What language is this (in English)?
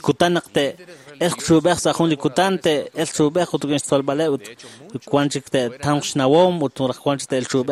Kekchí